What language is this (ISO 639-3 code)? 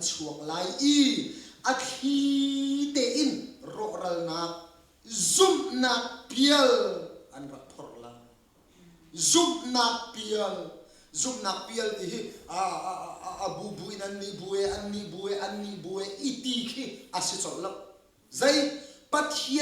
cnh